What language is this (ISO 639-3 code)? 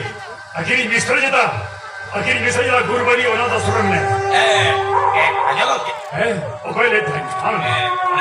sat